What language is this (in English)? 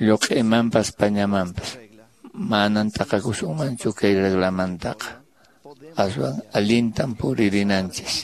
Quechua